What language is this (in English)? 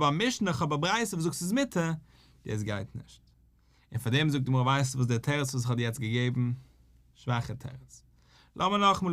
Yiddish